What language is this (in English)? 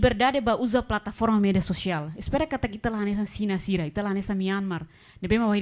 Tetum